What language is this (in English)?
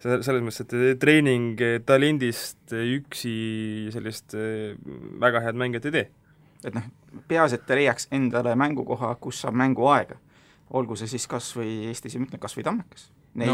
Estonian